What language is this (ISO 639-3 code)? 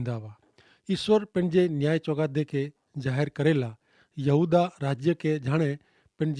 kfr